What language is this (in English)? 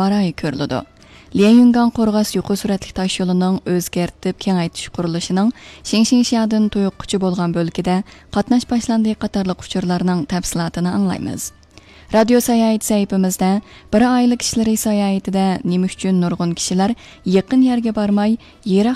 Uyghur